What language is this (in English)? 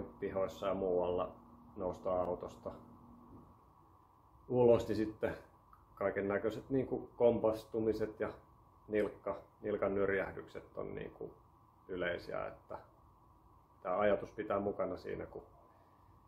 Finnish